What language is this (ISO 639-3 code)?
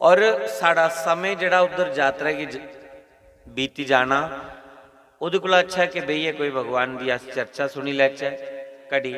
doi